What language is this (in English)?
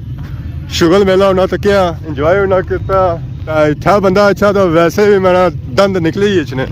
Pahari-Potwari